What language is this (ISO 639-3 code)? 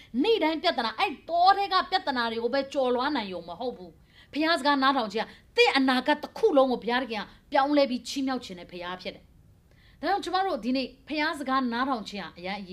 mya